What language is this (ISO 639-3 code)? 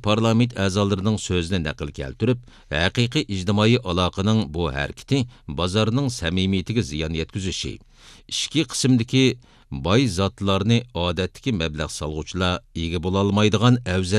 uig